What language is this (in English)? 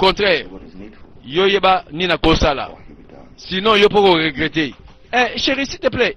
Lingala